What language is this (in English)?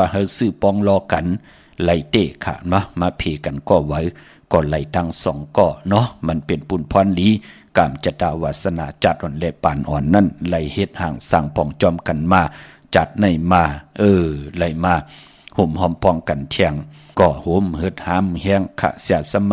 Shan